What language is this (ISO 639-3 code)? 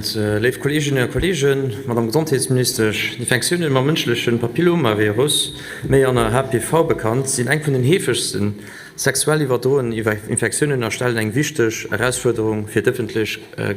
ltz